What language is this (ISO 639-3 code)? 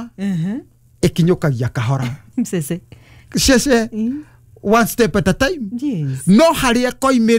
kik